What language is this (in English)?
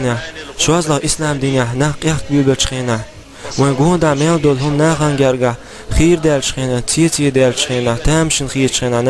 Chechen